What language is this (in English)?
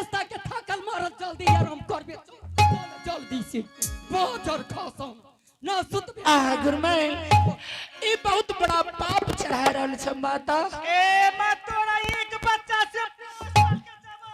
Angika